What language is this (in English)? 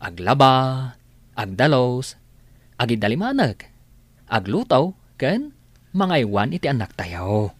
Iloko